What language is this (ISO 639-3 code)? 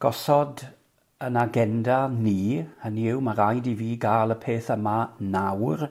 cym